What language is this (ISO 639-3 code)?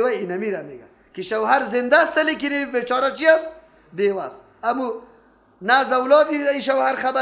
fas